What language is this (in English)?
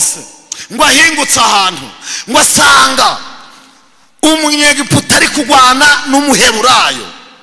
Kinyarwanda